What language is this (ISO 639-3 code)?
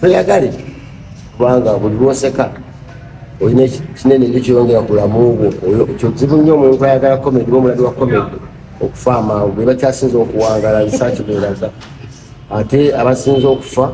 lug